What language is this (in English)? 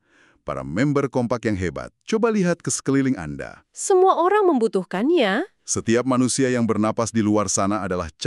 Indonesian